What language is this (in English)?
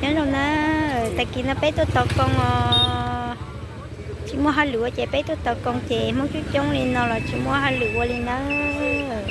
Hmong